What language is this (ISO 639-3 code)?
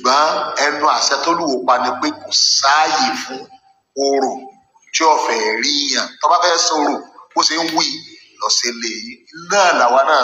yor